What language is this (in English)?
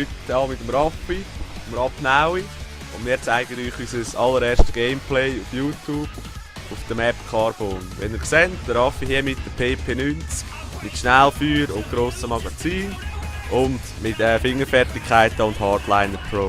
Swiss German